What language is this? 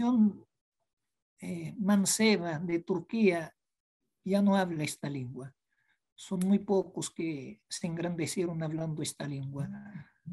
Ladino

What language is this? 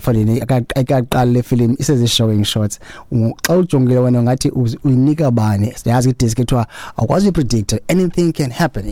Xhosa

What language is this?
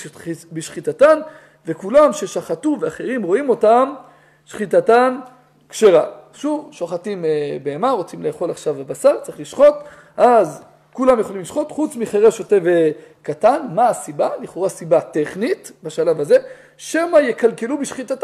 Hebrew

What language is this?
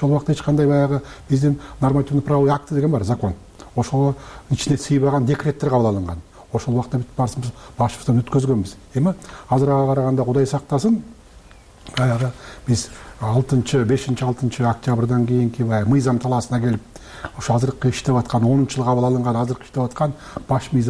Kyrgyz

